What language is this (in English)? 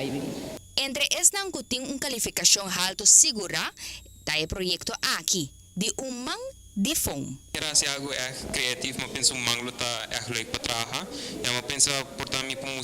Papiamento